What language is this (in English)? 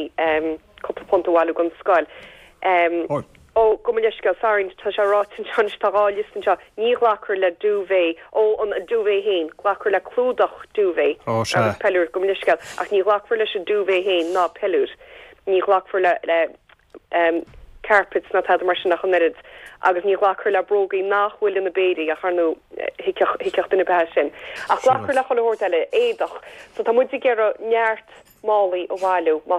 Irish